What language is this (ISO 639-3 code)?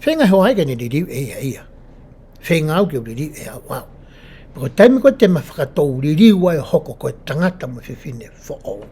ton